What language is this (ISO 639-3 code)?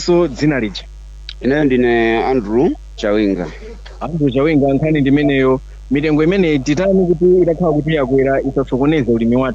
nya